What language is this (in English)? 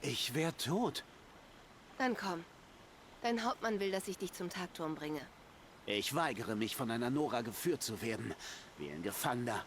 Swiss German